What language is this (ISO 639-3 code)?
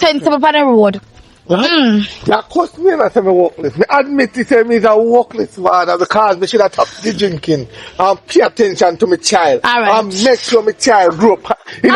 jam